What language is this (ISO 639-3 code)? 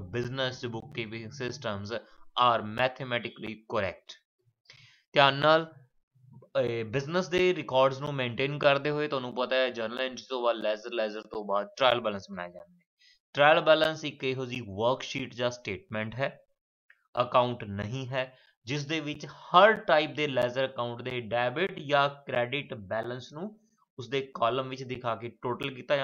pan